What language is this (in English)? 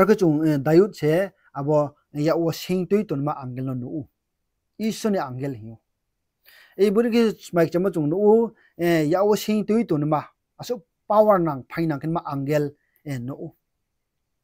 Riang (India)